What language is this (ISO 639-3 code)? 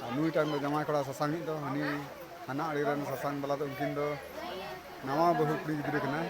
sat